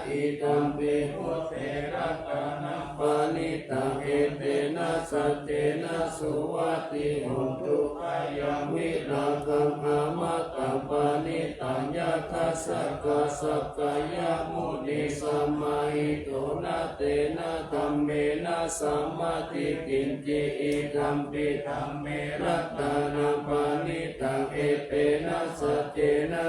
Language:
Pali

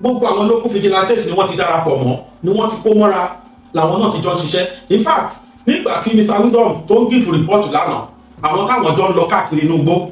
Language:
Yoruba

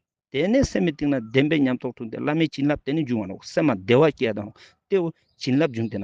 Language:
Ladakhi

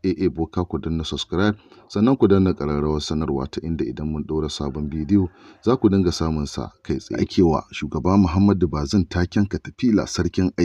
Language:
Hausa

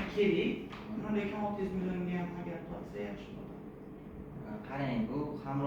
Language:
Uzbek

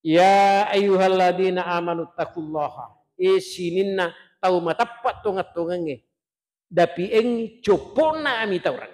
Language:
Buginese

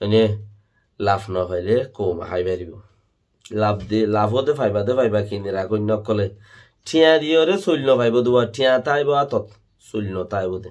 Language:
Rohingya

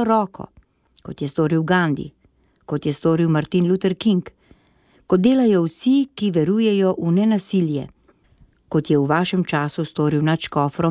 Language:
Slovenian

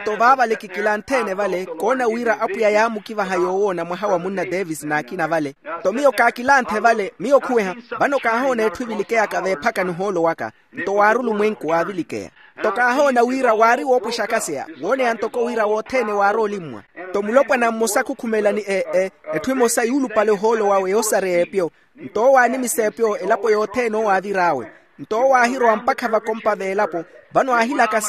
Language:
Makhuwa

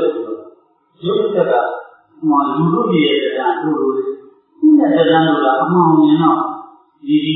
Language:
Burmese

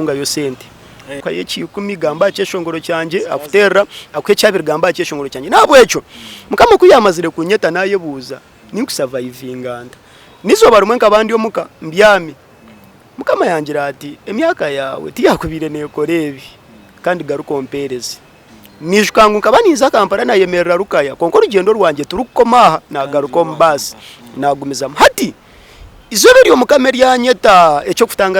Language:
Nyankole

